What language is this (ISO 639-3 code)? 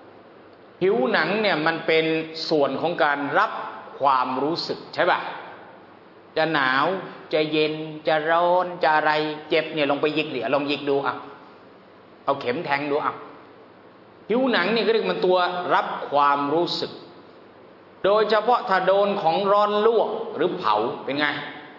tha